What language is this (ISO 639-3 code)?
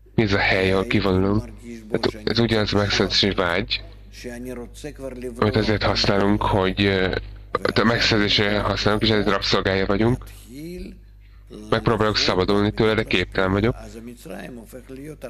hun